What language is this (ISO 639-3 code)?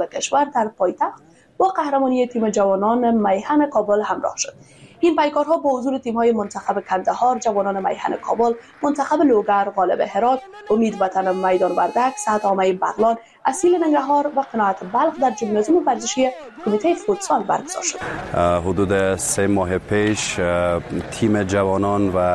fas